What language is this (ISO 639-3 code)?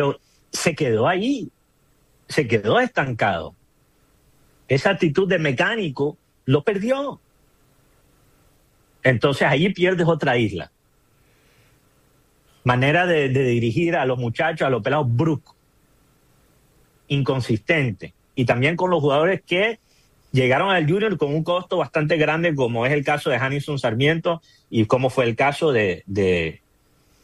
spa